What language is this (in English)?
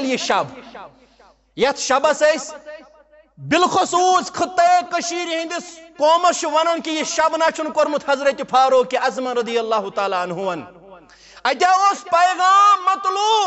Kashmiri